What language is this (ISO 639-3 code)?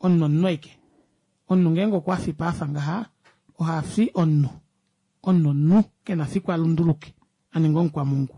kua